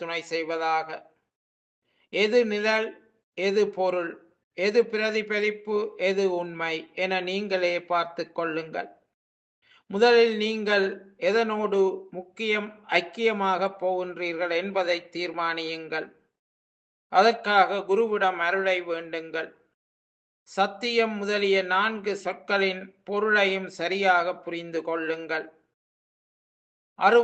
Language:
Tamil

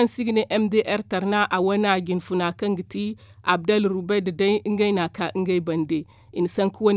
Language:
Zarma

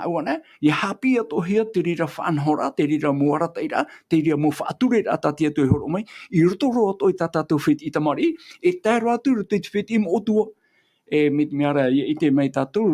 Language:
Tahitian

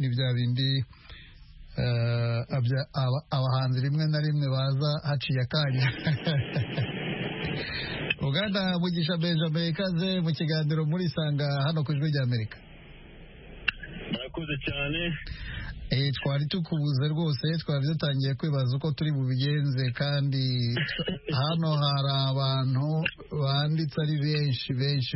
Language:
Kinyarwanda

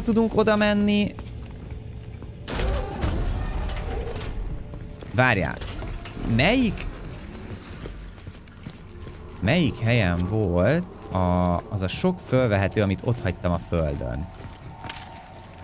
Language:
Hungarian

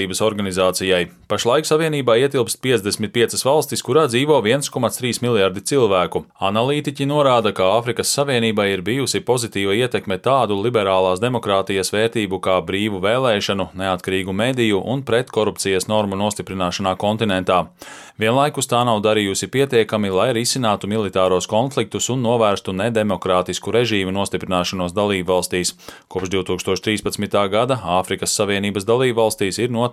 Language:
Latvian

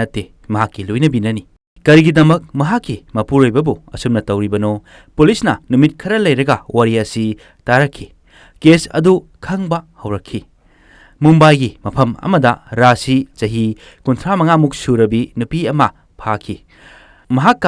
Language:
Manipuri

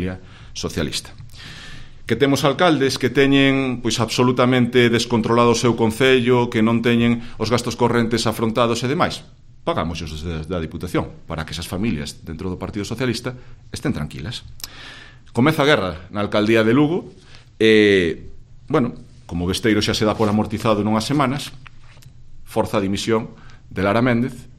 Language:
Galician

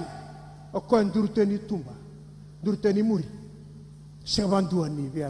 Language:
Fijian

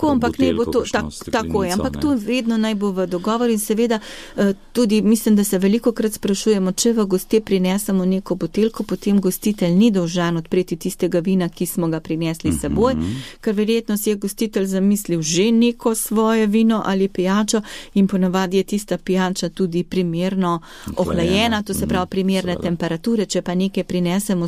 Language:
Slovenian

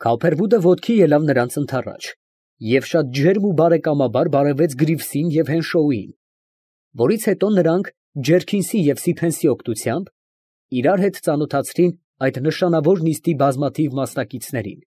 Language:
Armenian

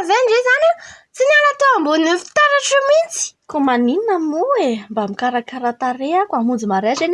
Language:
Malagasy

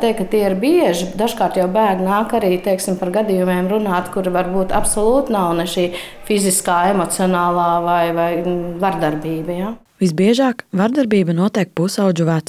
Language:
Latvian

